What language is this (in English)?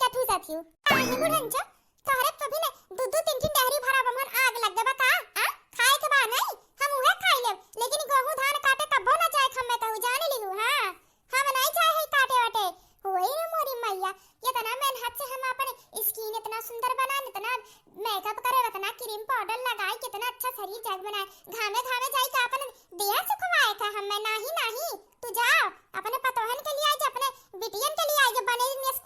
Awadhi